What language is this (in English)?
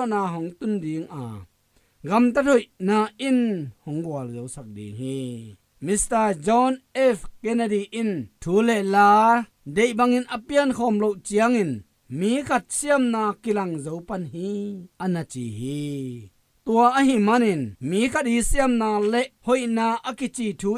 Tedim Chin